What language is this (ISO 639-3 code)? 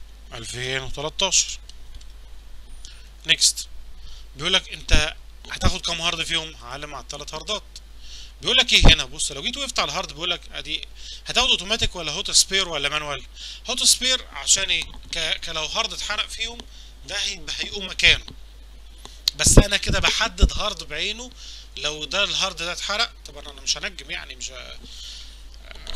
arz